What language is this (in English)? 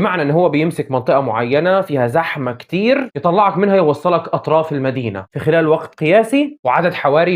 Egyptian Arabic